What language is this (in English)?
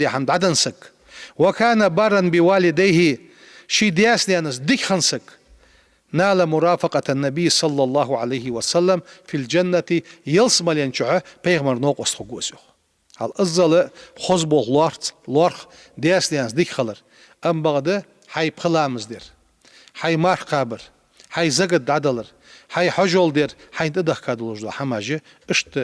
Ingush